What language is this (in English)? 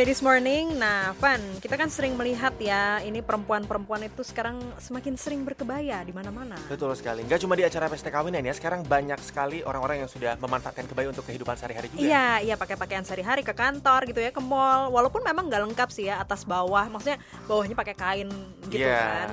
Indonesian